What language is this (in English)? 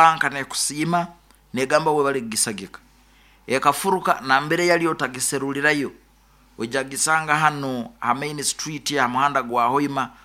Nyoro